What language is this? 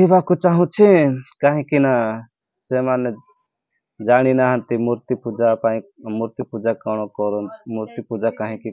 Odia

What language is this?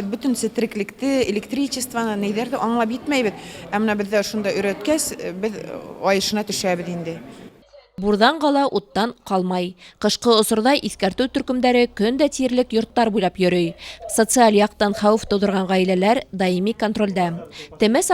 Bashkir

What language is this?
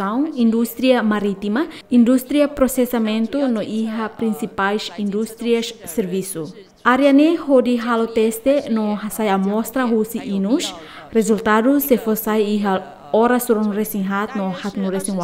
Tetum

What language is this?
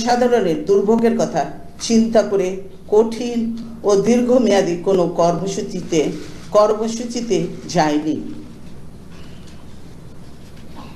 Bangla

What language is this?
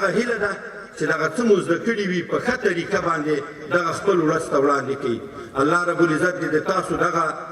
Pashto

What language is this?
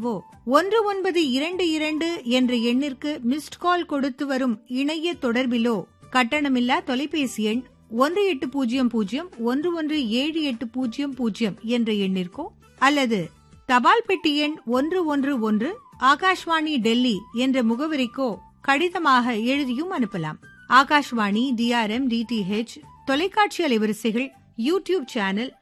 Tamil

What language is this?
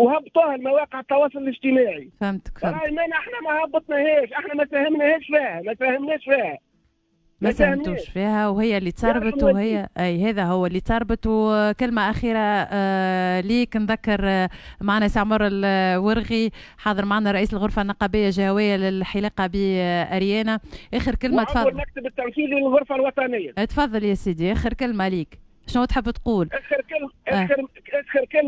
Tunisian Arabic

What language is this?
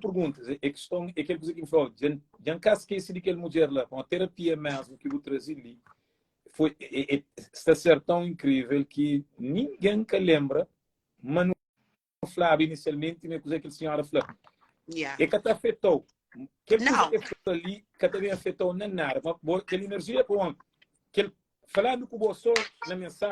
Kabuverdianu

